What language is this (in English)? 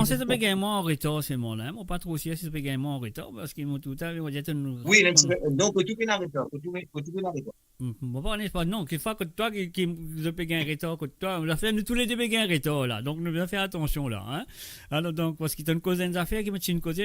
Morisyen